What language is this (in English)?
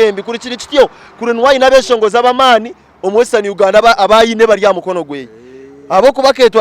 Nyankole